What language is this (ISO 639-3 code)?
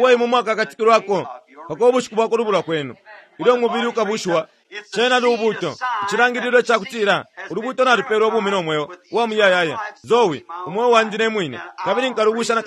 bem